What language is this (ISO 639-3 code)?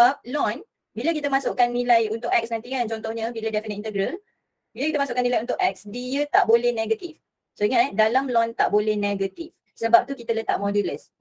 msa